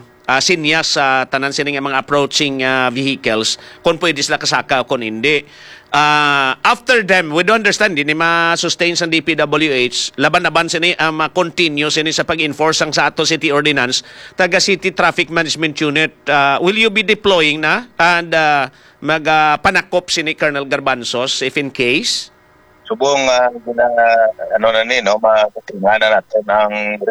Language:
Hiligaynon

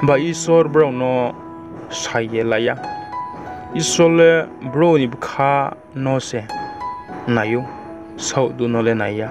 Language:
Riang (India)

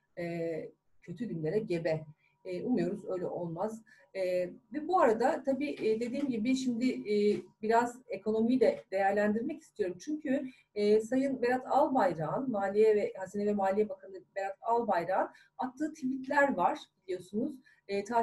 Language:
Turkish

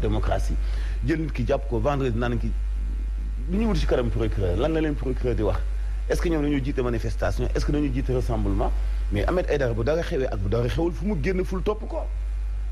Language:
Wolof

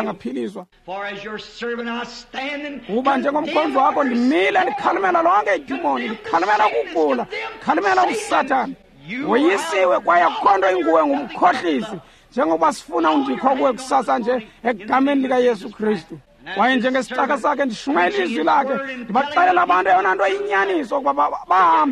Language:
Xhosa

